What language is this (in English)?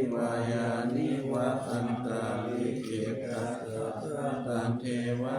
Pali